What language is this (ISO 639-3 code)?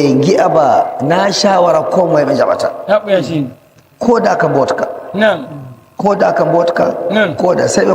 fuv